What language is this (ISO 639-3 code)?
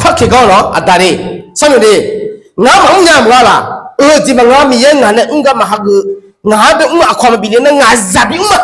ahk